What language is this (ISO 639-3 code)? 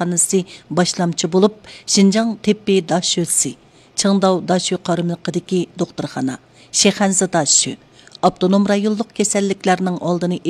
uig